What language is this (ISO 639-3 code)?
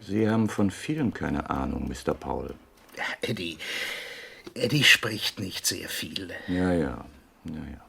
gsw